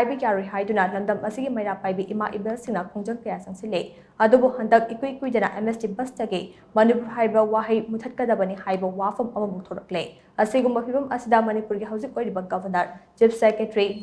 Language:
Manipuri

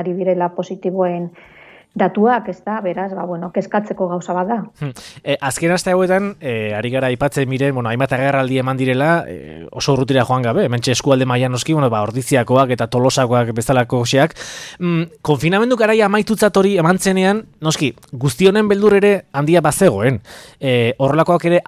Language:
Basque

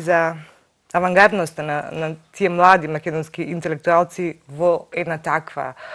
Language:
Macedonian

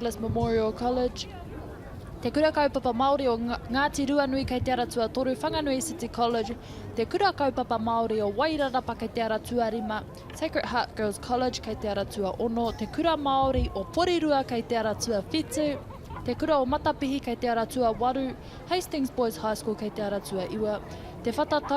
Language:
Māori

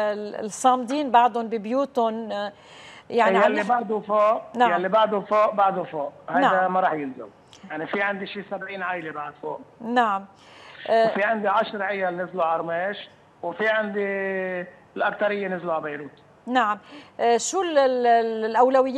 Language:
North Levantine Arabic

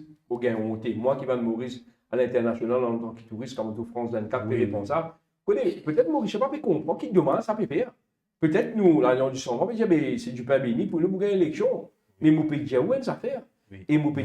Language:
Morisyen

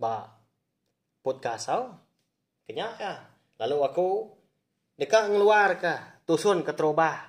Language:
Iban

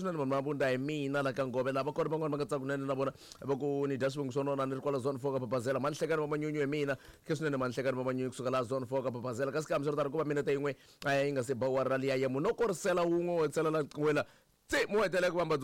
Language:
Tsonga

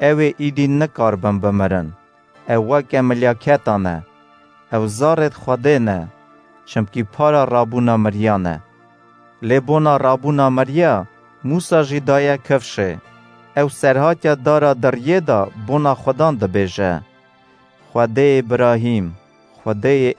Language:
Kurdish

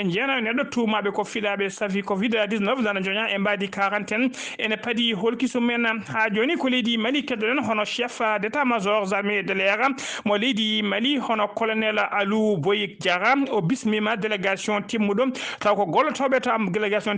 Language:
Fula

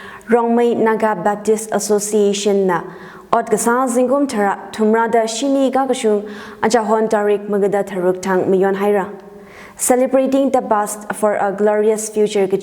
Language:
Tangkhul Naga (India)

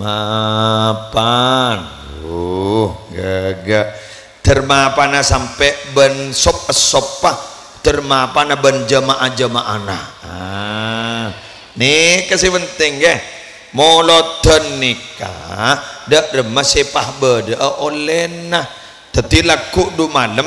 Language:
Madurese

